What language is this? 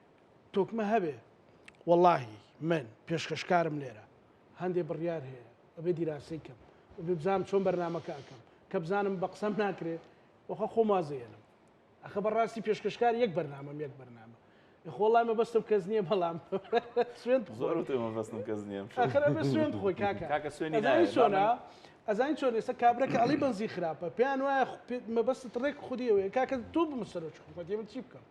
Central Kurdish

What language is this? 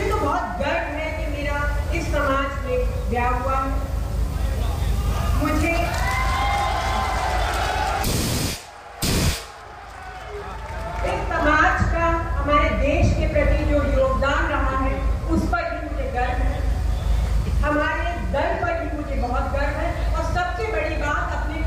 Hindi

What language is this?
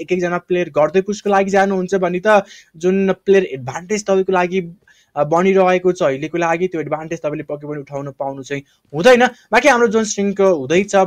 Nepali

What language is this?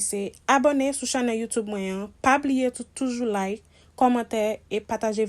Haitian Creole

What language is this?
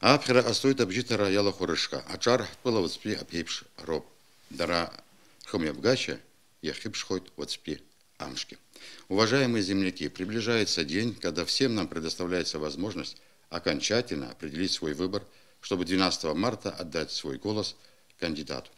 Abkhazian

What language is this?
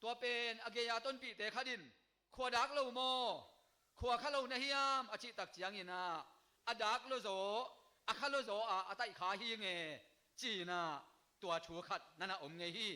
Tedim Chin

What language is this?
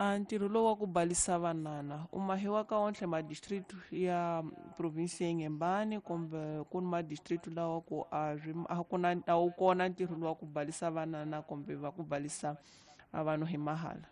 Tsonga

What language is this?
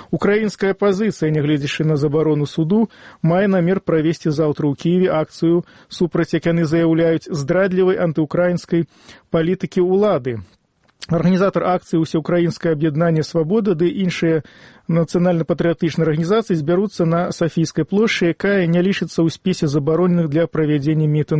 Belarusian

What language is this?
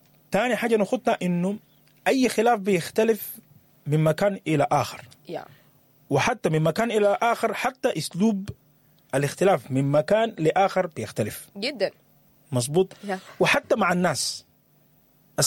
Sudanese Arabic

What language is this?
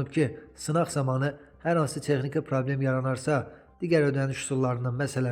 Azerbaijani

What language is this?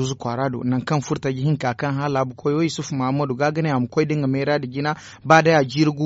Zarma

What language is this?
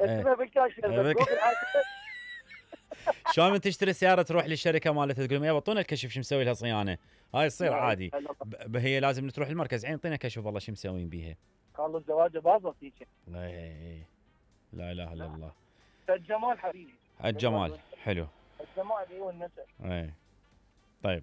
Mesopotamian Arabic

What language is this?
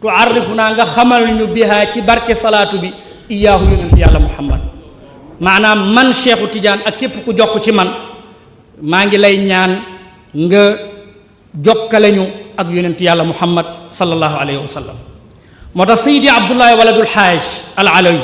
Wolof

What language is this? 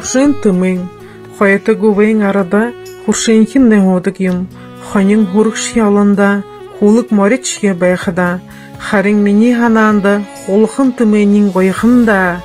Buriat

